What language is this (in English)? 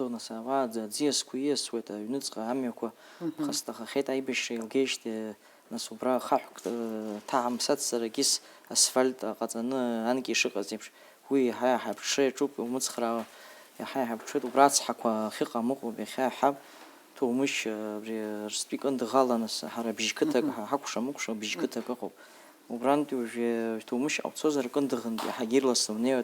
Abkhazian